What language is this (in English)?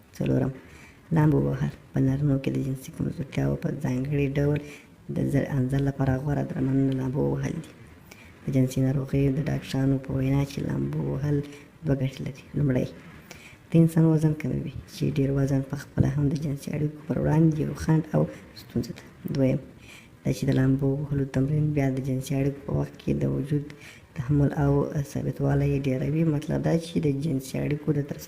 Pashto